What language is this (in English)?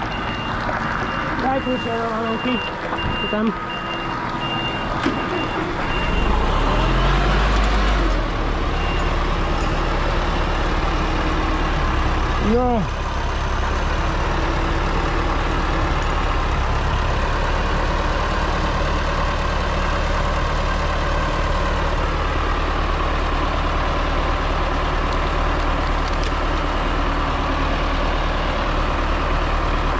Slovak